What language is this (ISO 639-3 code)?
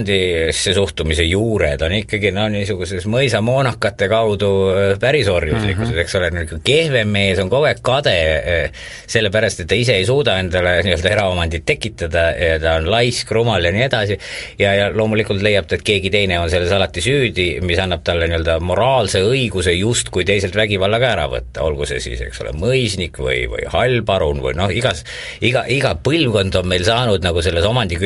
est